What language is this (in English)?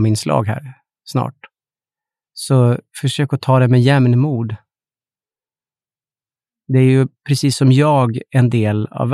Swedish